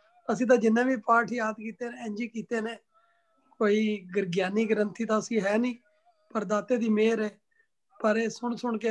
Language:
Punjabi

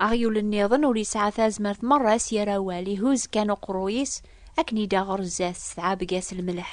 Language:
Kabyle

